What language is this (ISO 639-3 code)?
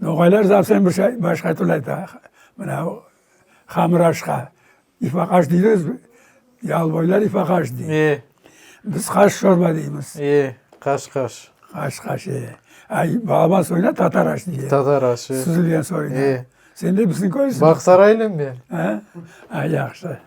crh